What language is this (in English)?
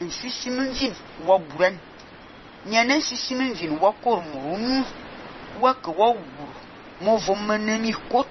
Fang